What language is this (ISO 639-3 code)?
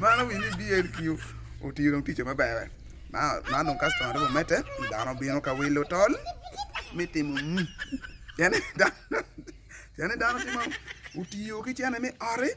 ach